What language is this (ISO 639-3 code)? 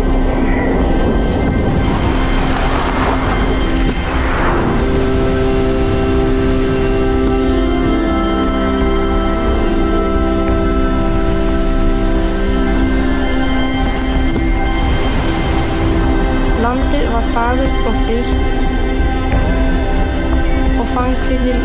isl